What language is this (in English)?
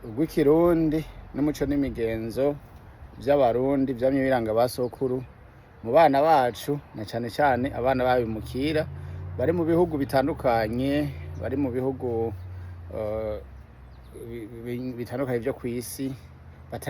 Rundi